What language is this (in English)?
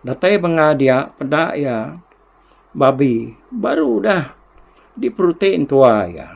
Iban